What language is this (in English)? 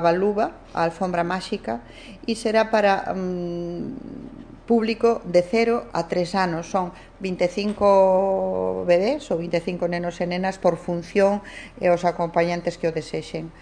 Galician